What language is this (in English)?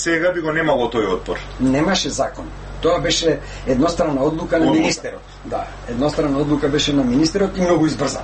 Macedonian